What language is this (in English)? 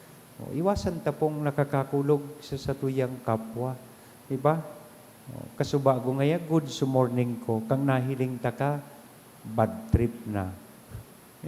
Bikol